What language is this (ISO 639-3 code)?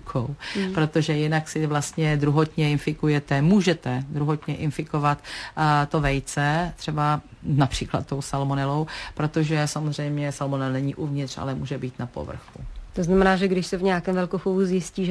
ces